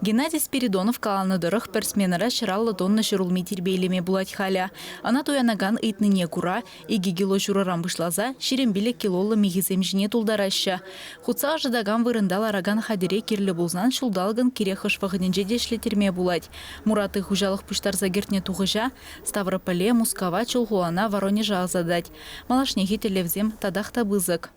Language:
Chuvash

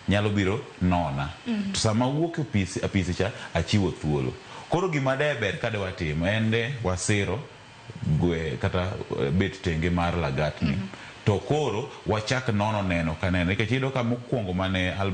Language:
Luo (Kenya and Tanzania)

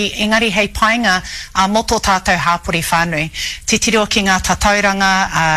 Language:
Māori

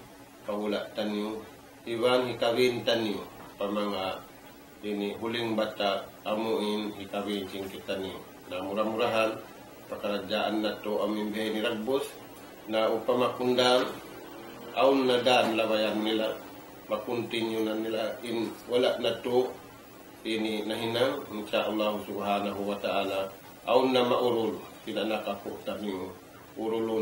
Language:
Tausug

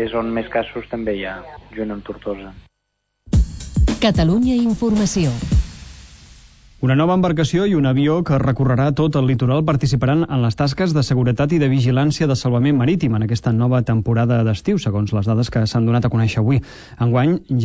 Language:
Catalan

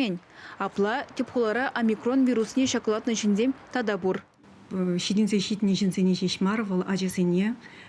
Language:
Chuvash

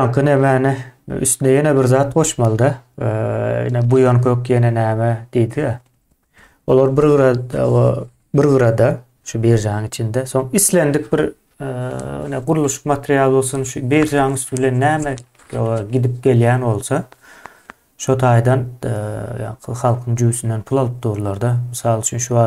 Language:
Turkmen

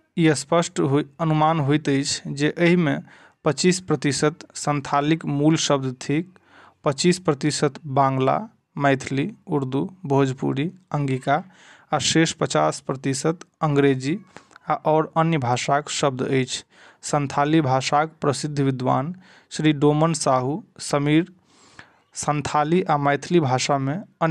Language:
Maithili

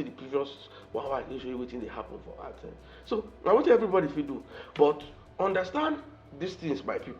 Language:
Nigerian Pidgin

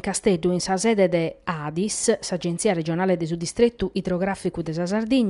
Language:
Sardinian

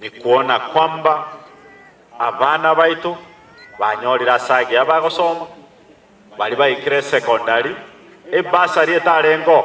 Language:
Gusii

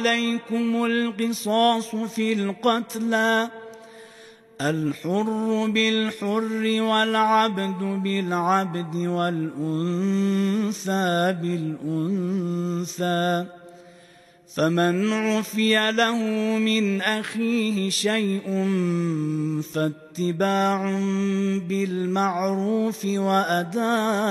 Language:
Arabic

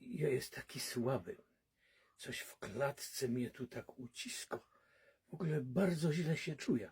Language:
Silesian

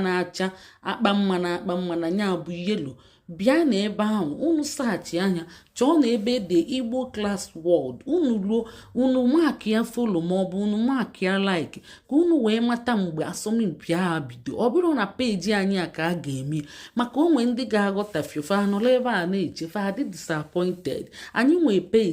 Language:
Igbo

